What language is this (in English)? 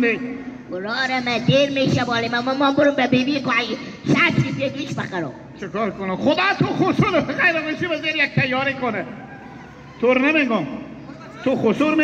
Hazaragi